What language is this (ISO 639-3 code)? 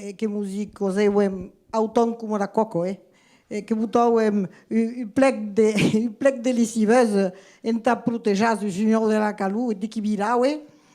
oci